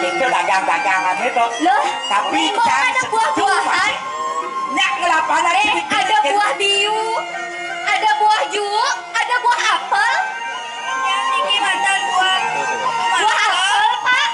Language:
Balinese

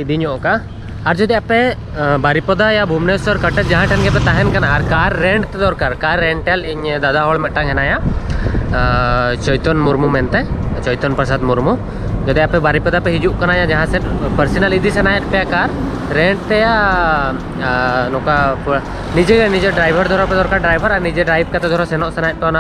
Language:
Santali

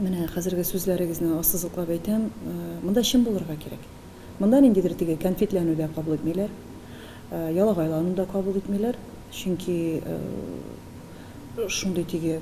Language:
Tatar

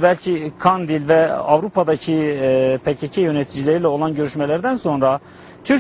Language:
Turkish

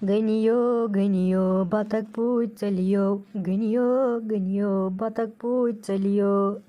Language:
Kashmiri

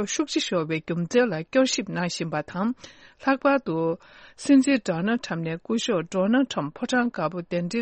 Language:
Tibetan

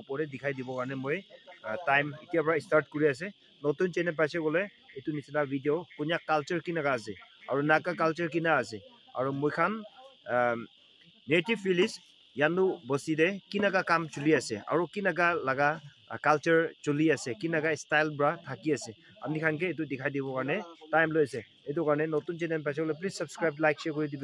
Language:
Naga Pidgin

